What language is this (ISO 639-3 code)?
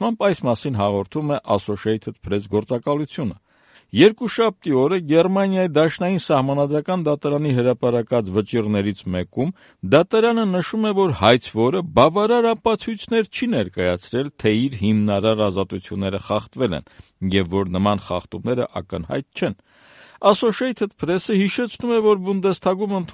hye